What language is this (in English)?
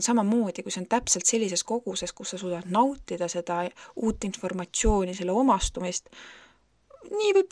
Estonian